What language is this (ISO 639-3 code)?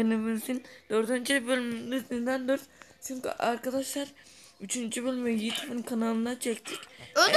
tur